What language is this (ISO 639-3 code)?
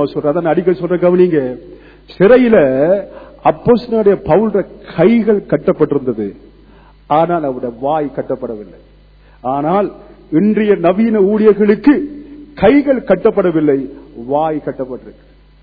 tam